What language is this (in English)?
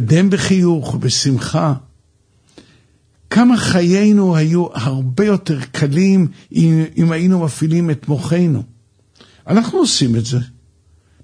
Hebrew